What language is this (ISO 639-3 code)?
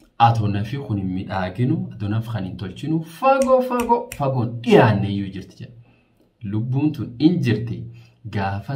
orm